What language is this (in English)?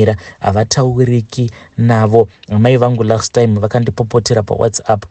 Shona